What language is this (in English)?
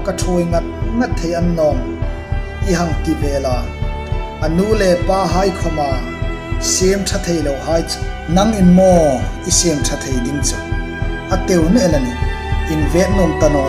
Hmar